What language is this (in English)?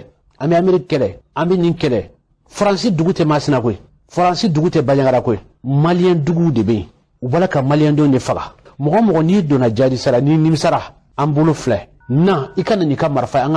Bambara